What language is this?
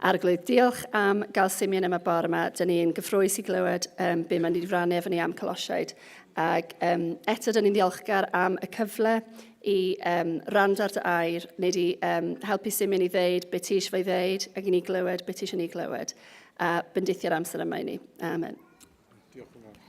Welsh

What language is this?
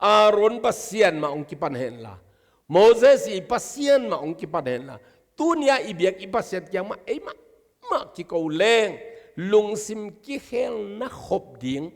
Tedim Chin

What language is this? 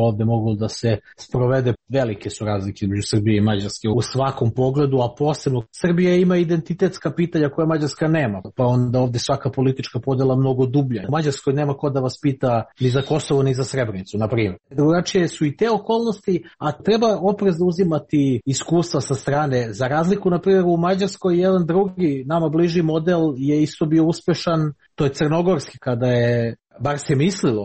Serbian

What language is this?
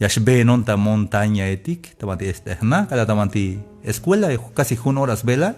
Tzeltal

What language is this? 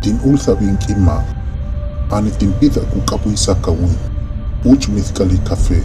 Huastec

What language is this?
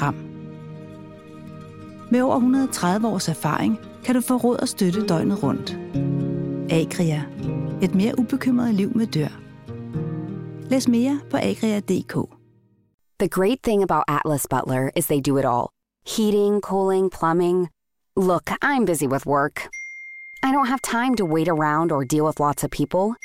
Danish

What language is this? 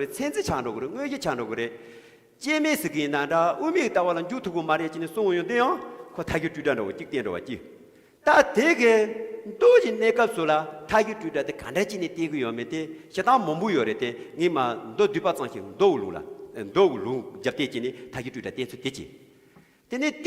Tibetan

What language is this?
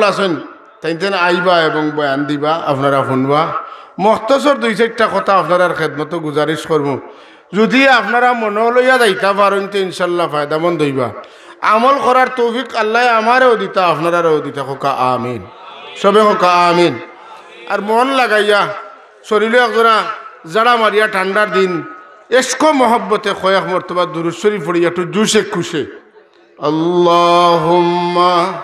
Sylheti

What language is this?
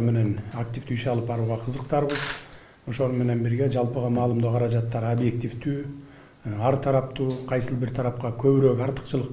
Kyrgyz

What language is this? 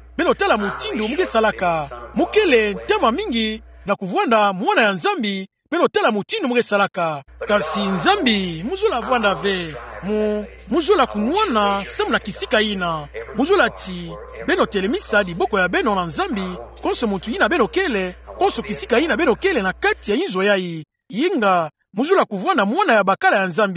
Kituba (Democratic Republic of Congo)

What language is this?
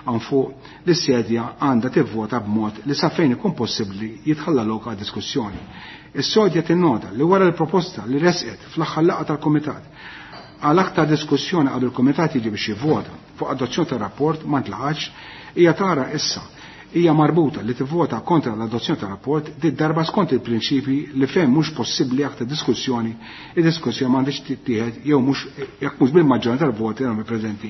Maltese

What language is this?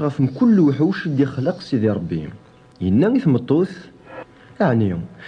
Kabyle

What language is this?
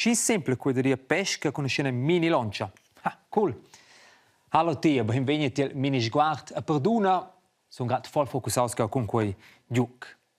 Romansh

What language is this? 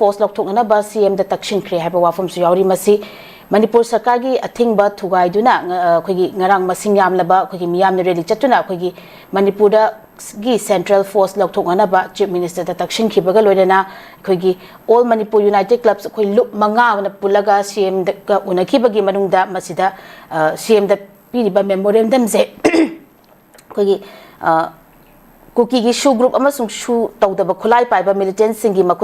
Manipuri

